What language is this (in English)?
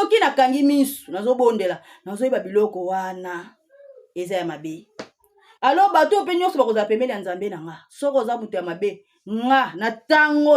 Lingala